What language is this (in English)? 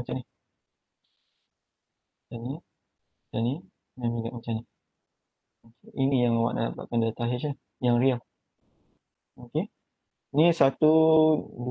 Malay